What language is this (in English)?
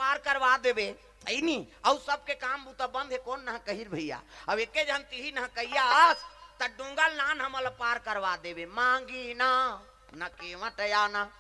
Chhattisgarhi